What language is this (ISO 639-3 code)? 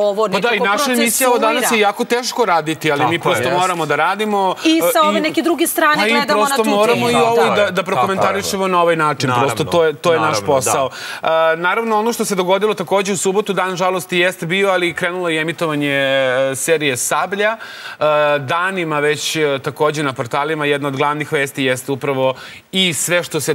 srp